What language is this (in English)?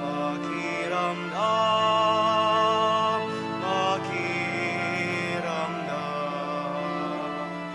Pampanga